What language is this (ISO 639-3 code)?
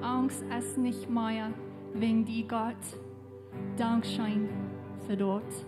pdt